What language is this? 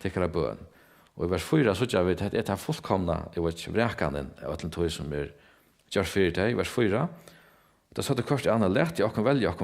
Faroese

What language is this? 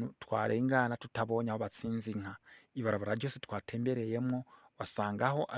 Rundi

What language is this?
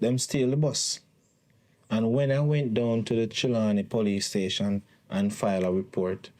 Jamaican Creole English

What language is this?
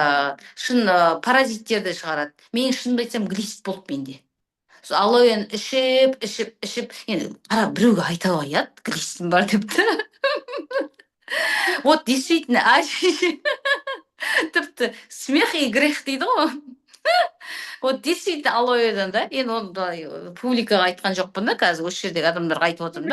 Kazakh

